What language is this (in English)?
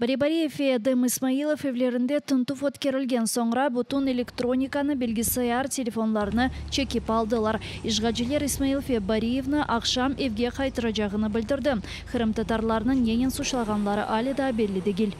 Crimean Tatar